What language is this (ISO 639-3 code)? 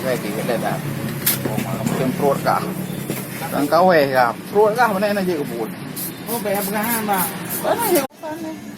ace